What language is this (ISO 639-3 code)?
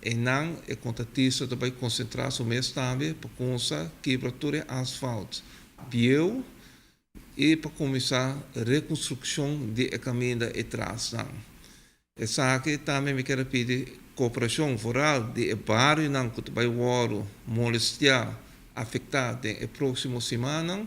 pap